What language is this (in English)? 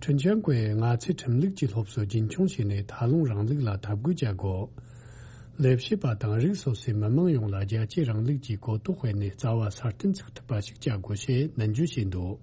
Tibetan